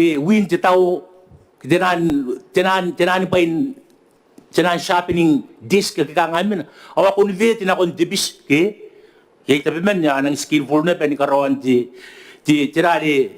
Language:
Gilbertese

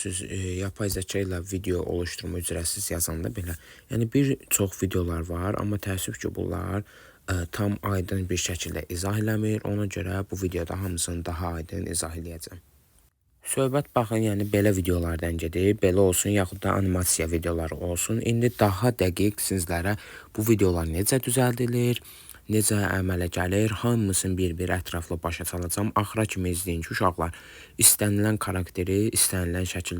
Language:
Azerbaijani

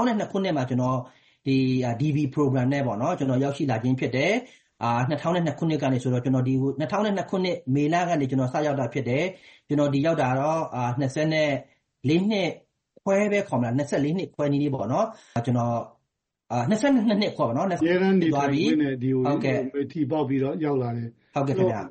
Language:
Burmese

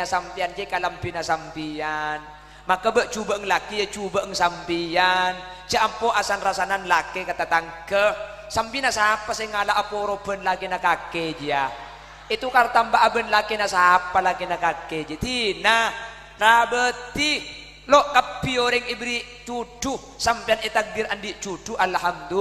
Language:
Madurese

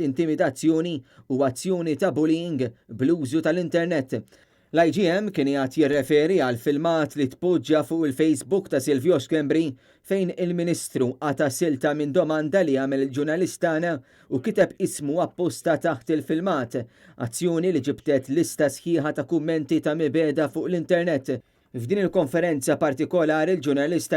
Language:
Maltese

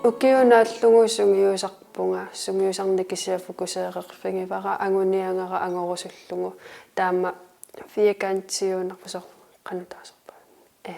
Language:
Kalaallisut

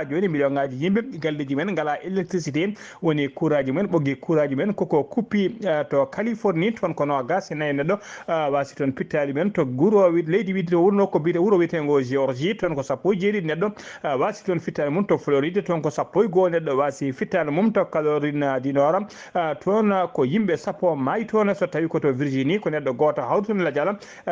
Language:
Fula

